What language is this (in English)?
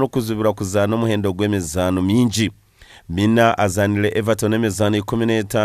Nyankole